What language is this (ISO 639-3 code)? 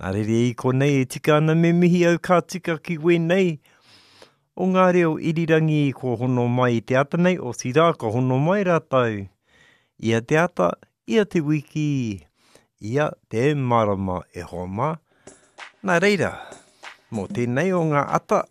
mri